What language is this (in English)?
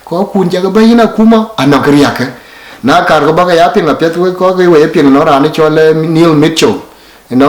Dinka